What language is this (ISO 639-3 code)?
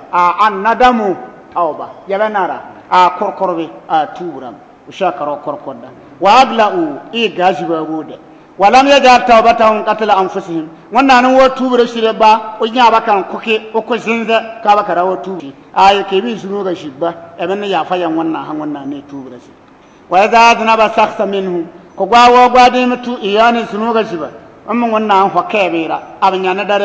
bib